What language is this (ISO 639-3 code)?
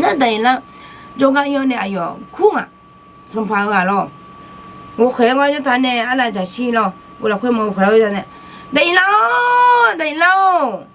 ahk